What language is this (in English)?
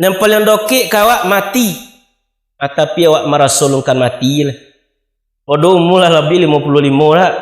Minangkabau